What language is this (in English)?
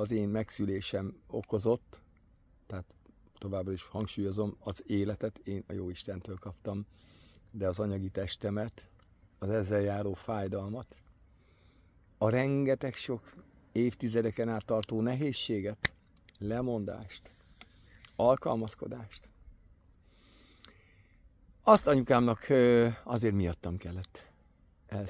Hungarian